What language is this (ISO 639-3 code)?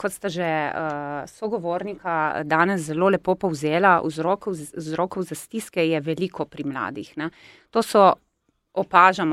slv